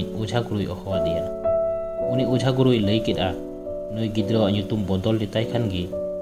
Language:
Santali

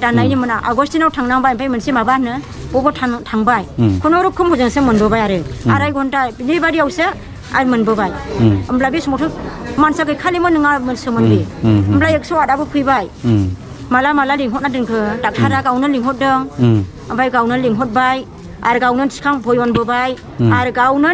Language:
Bodo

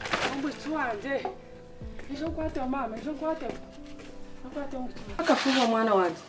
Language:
Nyankole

